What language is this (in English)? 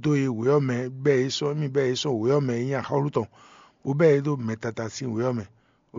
Fon